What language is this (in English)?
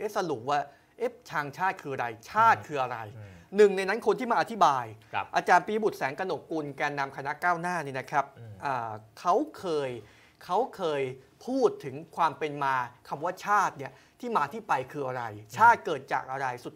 Thai